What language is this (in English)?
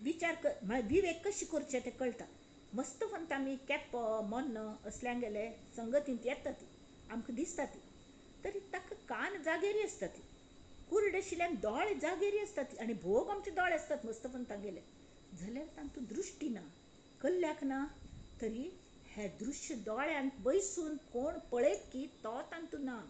Konkani